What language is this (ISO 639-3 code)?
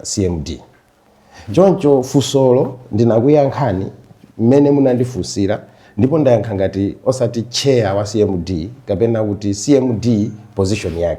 nya